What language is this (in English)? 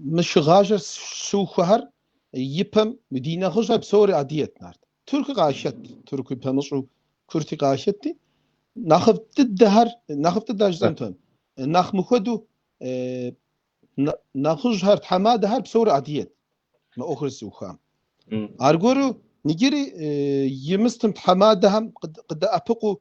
Kabardian